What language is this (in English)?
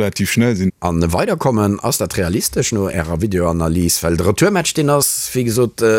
Luxembourgish